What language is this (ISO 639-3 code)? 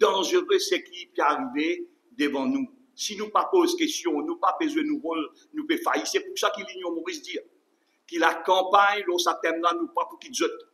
mfe